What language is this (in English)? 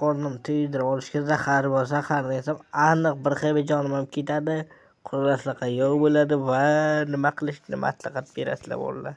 Uzbek